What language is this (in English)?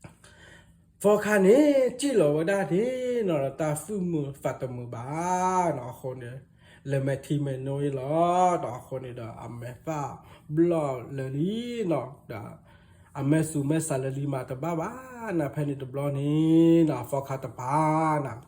S'gaw Karen